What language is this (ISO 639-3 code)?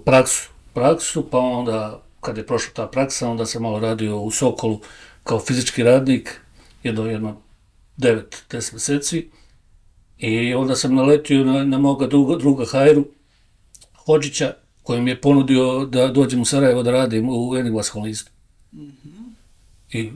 bos